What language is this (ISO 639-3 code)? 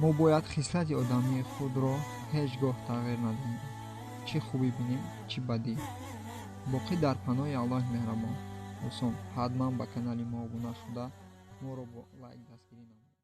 tgk